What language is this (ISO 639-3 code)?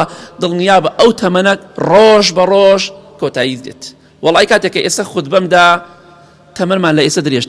ckb